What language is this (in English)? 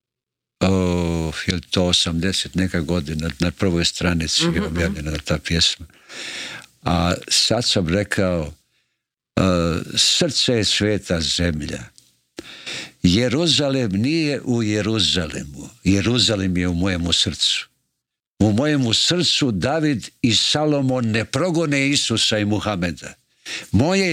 Croatian